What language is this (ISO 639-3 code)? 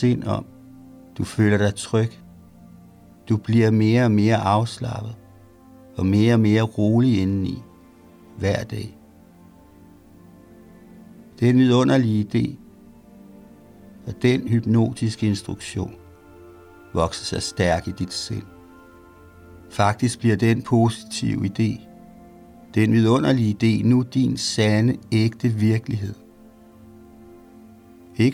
dan